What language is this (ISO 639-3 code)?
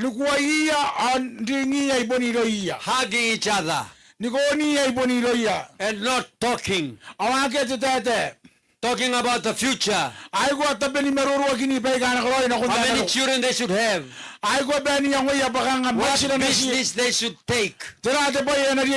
gil